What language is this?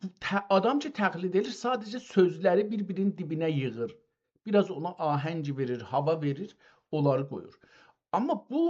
South Azerbaijani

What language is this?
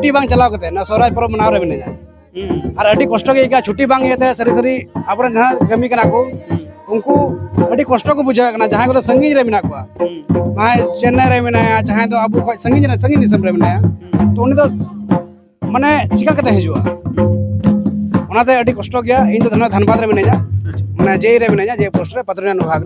Santali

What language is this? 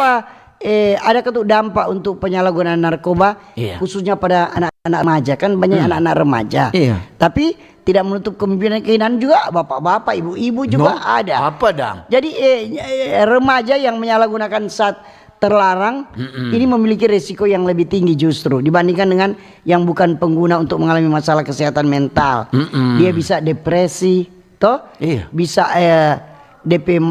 Manado Malay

